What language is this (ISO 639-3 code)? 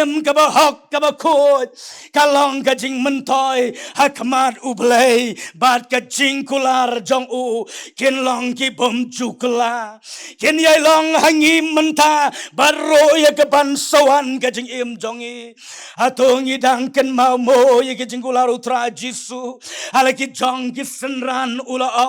kha